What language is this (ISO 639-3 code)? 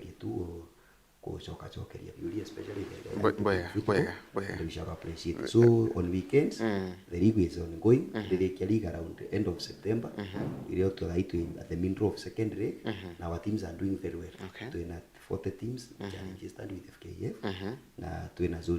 mer